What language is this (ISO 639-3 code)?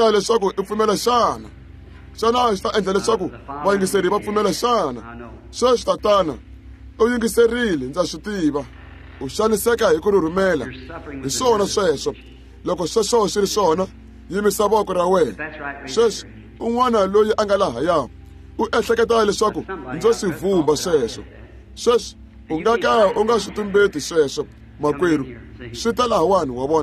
tso